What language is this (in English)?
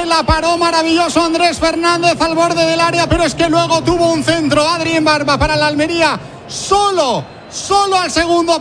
Spanish